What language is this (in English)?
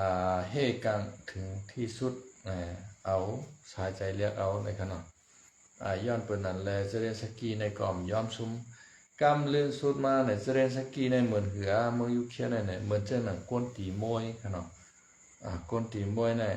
Shan